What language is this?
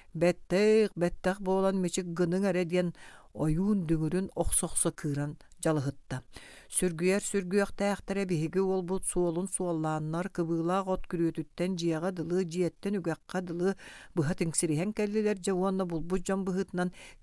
Yakut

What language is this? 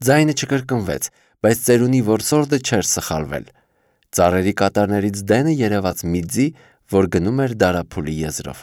Armenian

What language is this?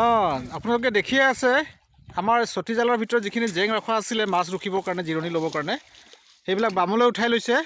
Assamese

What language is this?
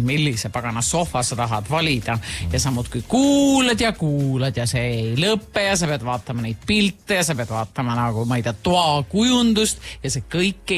Estonian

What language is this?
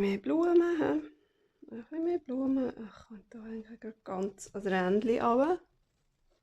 Swiss German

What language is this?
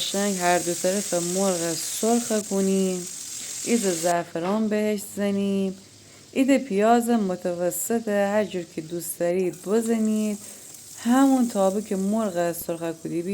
Gilaki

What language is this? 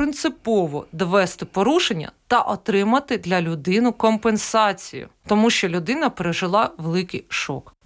Ukrainian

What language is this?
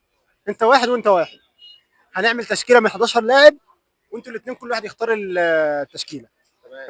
Egyptian Arabic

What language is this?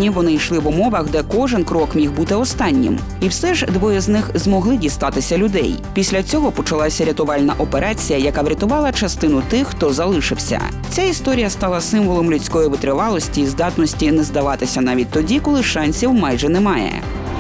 Ukrainian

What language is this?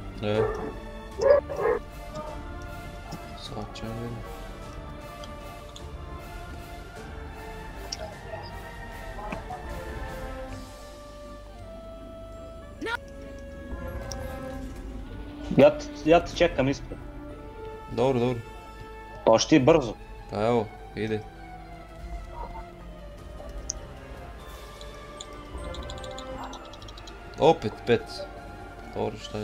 Croatian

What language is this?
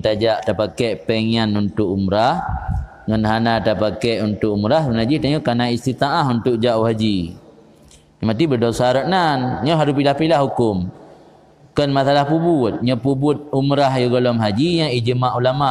Achinese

